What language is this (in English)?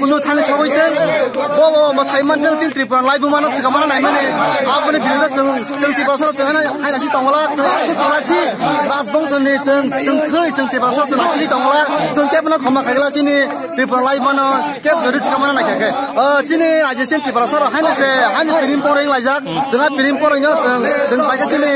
Kok Borok